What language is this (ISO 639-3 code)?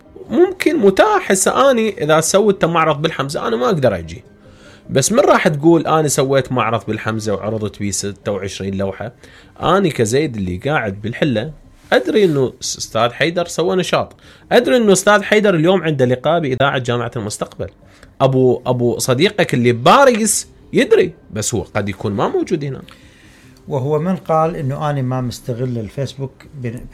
acm